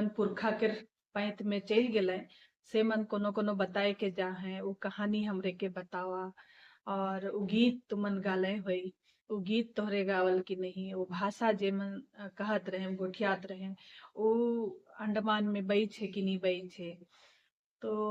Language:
Sadri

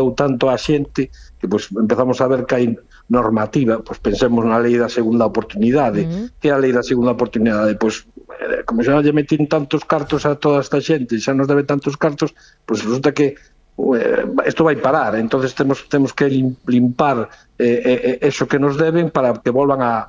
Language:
Galician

